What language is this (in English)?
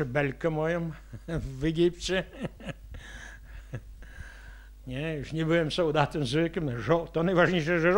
Polish